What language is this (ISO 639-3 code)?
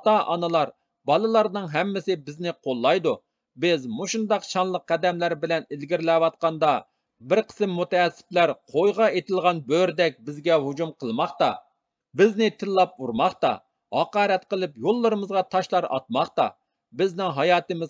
uig